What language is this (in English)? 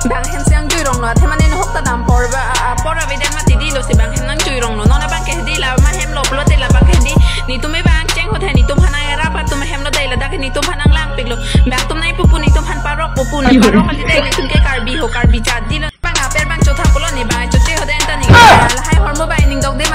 Karbi